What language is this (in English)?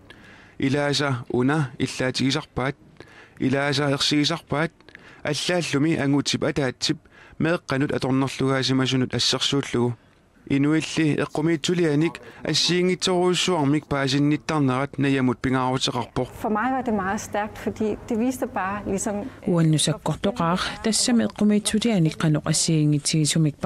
Kalaallisut